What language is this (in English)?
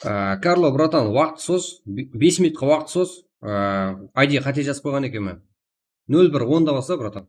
Kara-Kalpak